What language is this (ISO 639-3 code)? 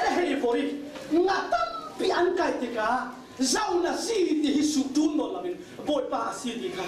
cfm